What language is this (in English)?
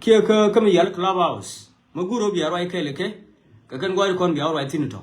Nuer